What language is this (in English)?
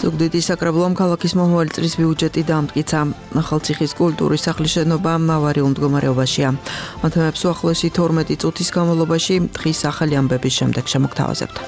Georgian